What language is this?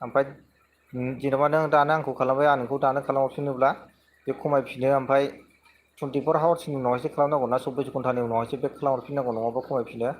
Bodo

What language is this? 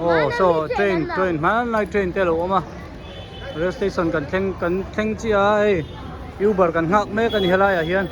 Hmar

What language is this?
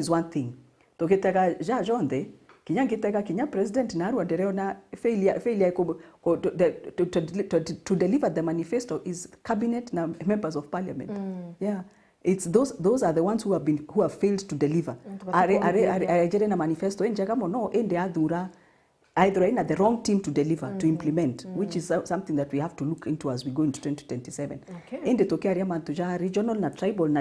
Meru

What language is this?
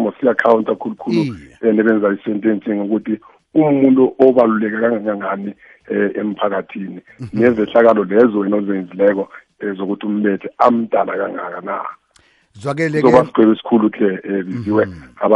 South Ndebele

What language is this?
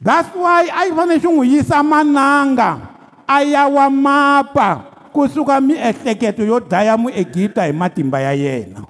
Tsonga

